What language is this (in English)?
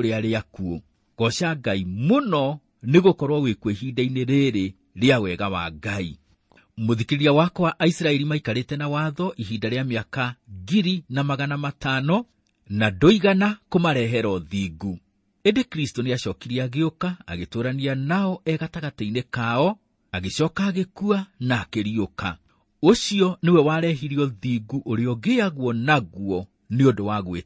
Kikuyu